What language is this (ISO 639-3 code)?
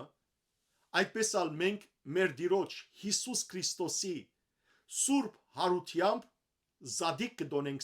hyw